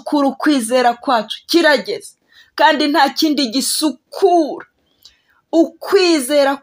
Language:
Kinyarwanda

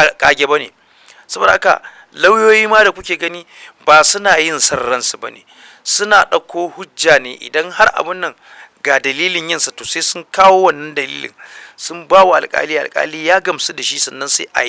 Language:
Hausa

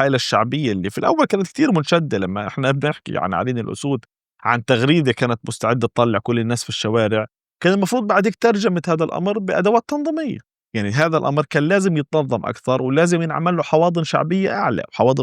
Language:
North Levantine Arabic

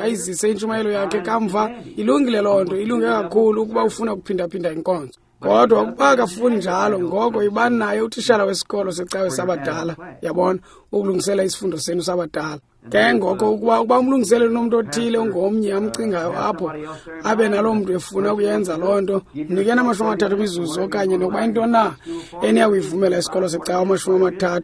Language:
Xhosa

